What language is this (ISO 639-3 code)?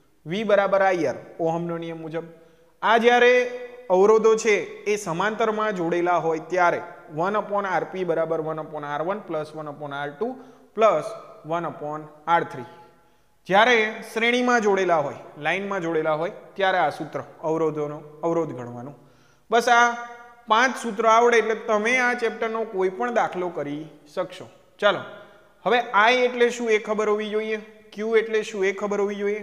guj